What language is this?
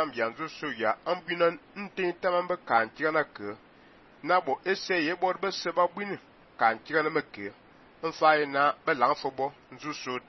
Fang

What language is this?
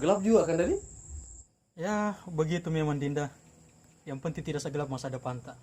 Buginese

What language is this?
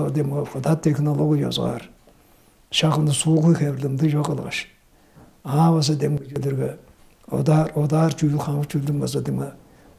Tuvinian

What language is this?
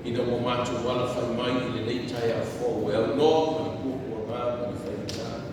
Samoan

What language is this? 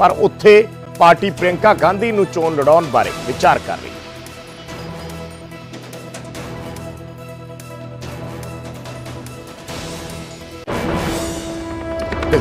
Punjabi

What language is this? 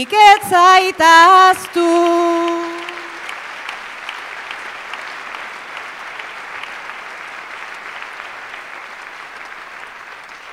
Basque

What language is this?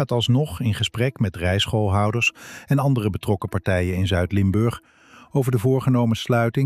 Dutch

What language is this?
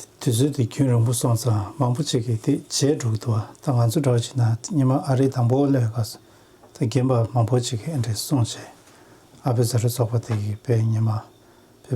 Tibetan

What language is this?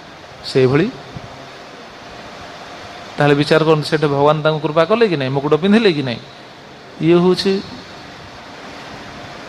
Odia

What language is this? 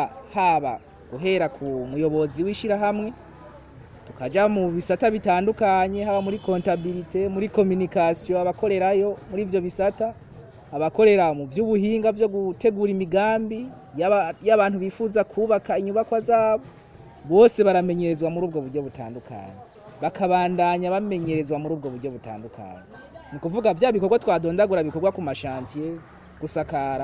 Rundi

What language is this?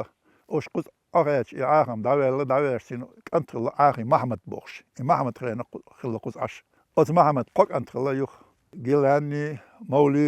Chechen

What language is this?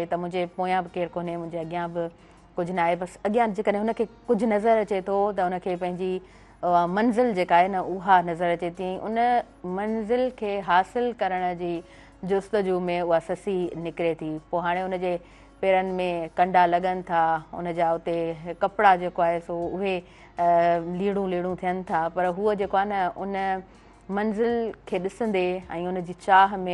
Sindhi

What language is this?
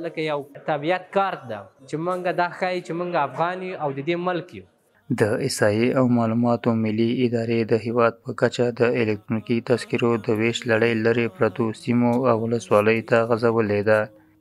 Pashto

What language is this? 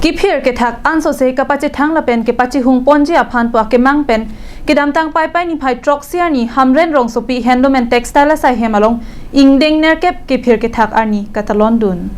Karbi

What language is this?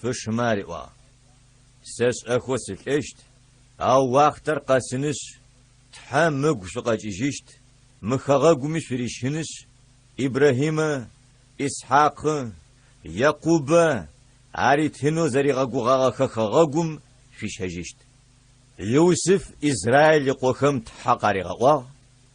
Adyghe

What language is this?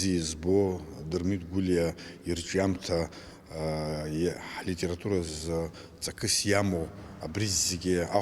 Abkhazian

